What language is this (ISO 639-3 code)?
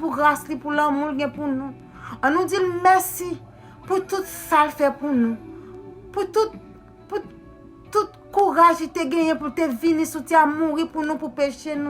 hat